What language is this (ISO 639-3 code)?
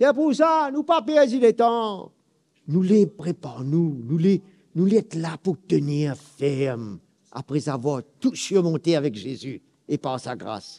mfe